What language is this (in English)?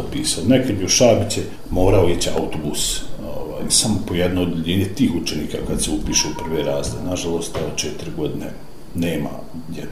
Bosnian